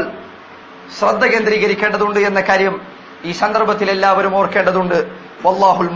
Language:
Malayalam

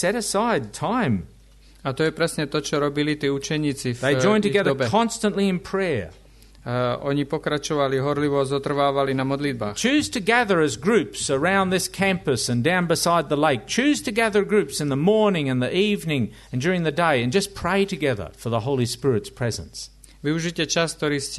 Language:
Slovak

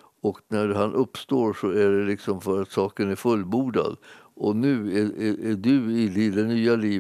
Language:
Swedish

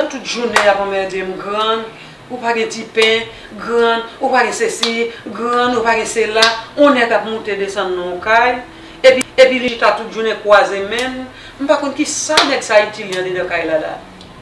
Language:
Haitian Creole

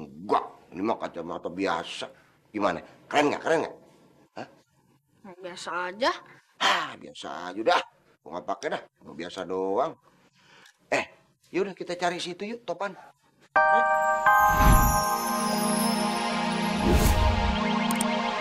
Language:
Betawi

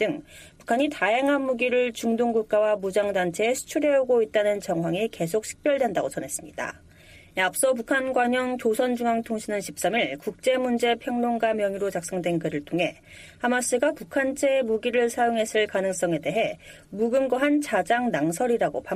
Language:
Korean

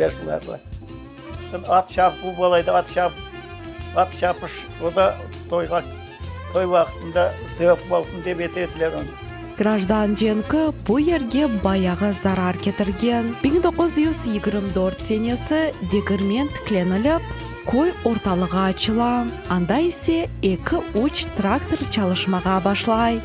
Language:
Crimean Tatar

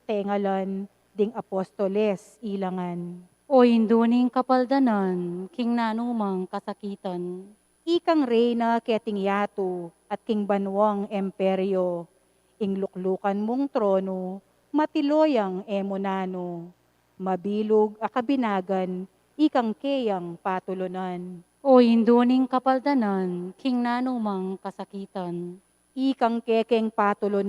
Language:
Pampanga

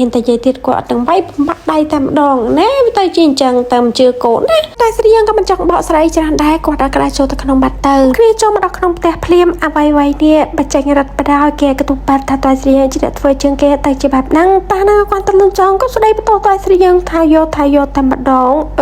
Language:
Khmer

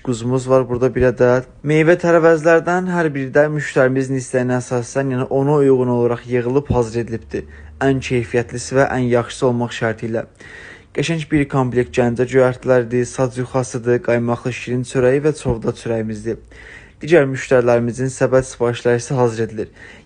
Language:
Azerbaijani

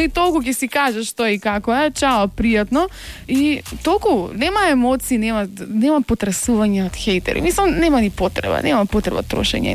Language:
Macedonian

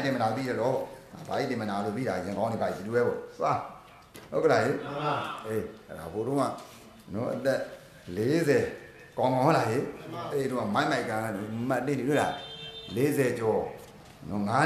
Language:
Burmese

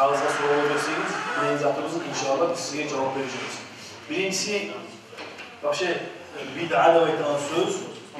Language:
Kumyk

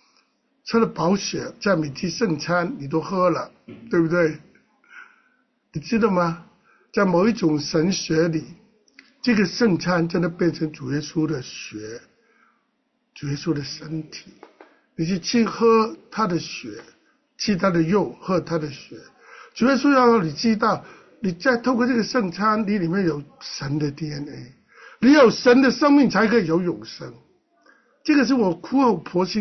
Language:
Chinese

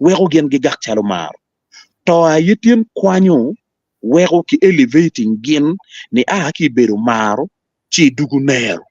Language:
Acoli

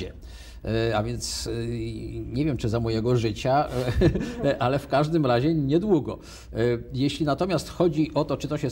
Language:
Polish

